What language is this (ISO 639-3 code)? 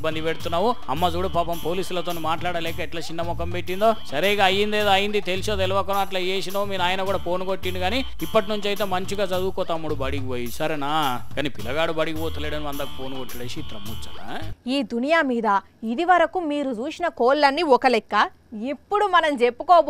tel